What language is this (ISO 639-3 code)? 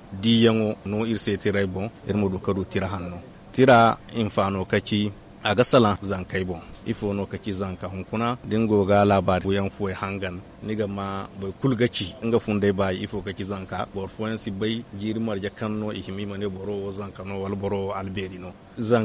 dje